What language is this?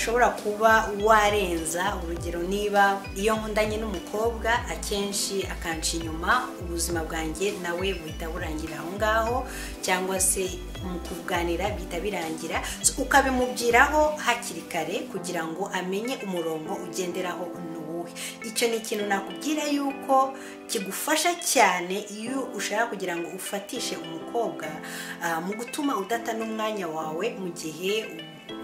Kinyarwanda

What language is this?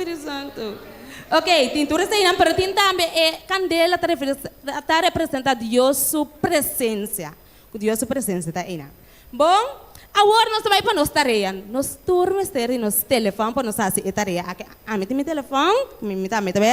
Papiamento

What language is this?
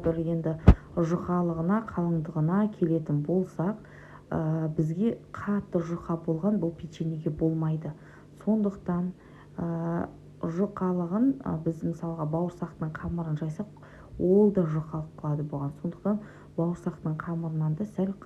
Kazakh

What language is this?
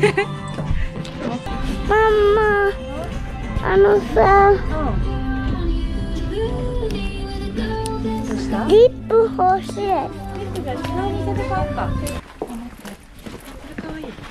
Japanese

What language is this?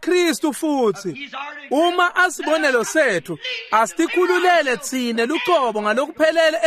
Swati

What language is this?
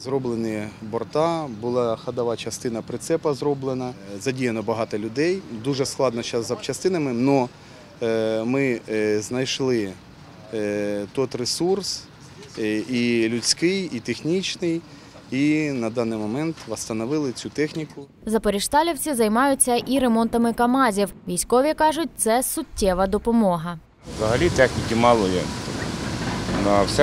Ukrainian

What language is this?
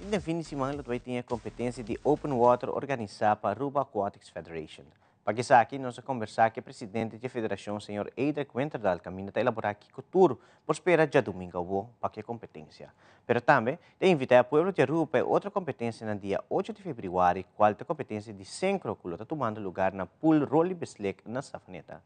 Papiamento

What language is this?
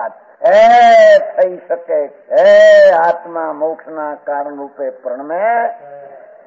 Gujarati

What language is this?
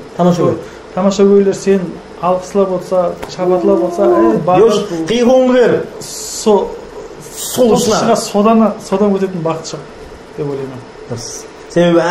Kara-Kalpak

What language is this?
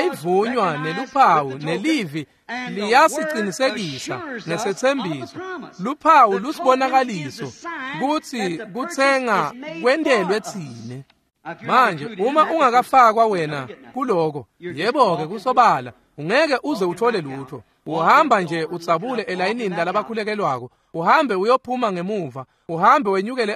Swati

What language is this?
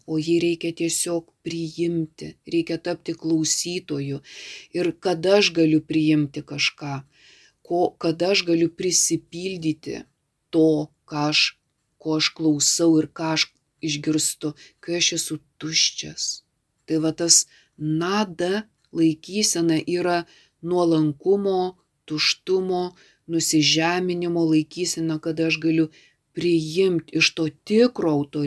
Lithuanian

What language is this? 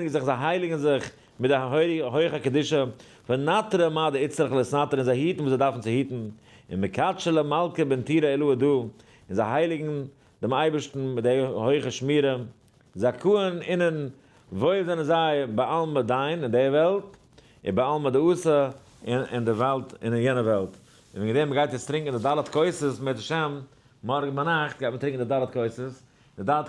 Yiddish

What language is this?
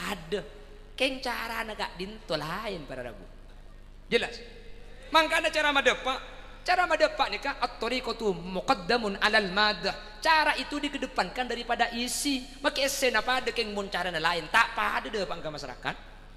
Madurese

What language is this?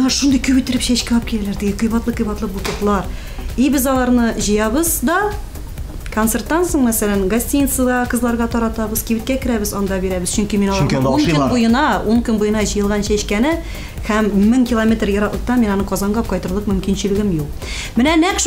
Tatar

